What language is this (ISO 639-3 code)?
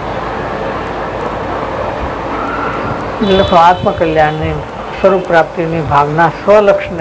guj